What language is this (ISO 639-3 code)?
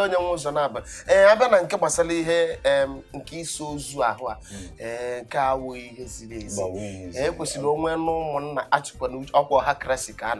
ibo